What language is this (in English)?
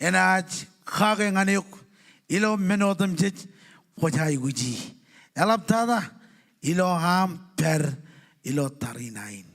Marshallese